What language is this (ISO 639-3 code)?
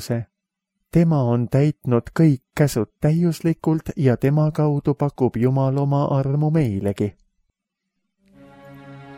est